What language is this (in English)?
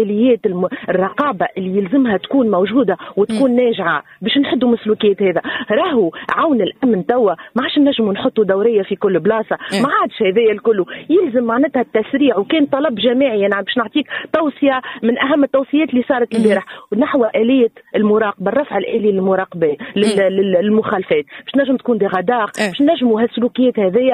Tunisian Arabic